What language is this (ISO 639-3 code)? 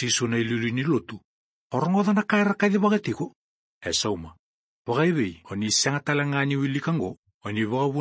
fij